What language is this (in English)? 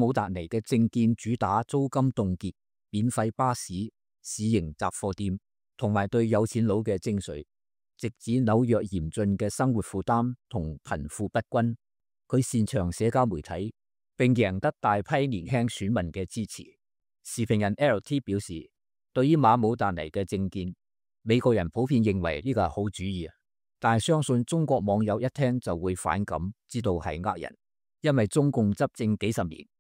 Cantonese